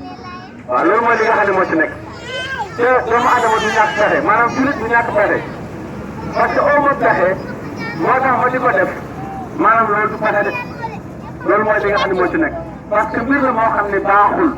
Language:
Wolof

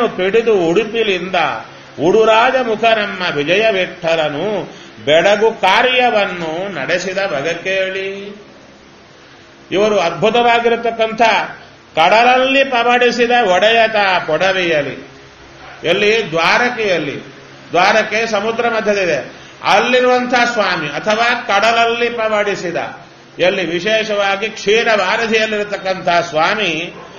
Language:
Kannada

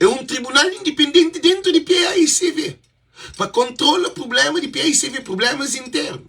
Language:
Kabuverdianu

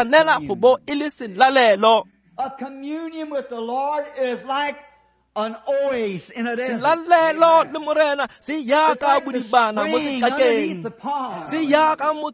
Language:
Tswana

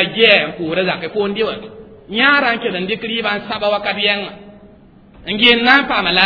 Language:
Mossi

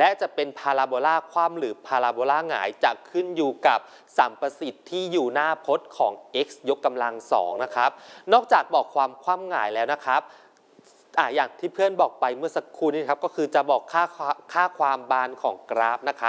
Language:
Thai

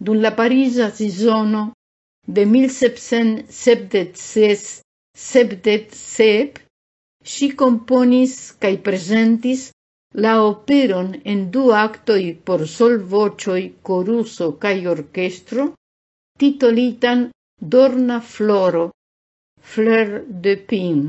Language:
Esperanto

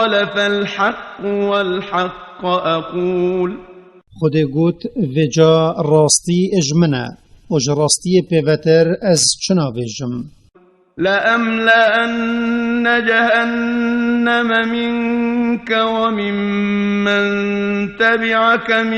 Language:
Kurdish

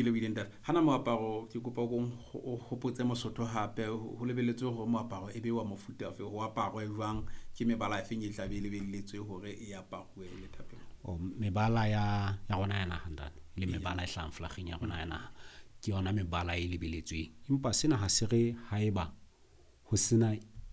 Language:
Southern Sotho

